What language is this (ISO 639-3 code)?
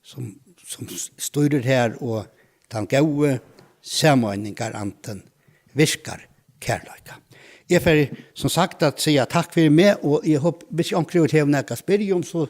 fao